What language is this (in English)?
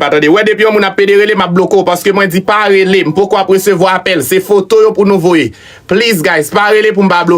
Haitian Creole